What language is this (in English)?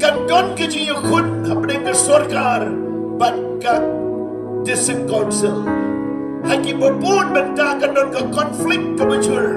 Khasi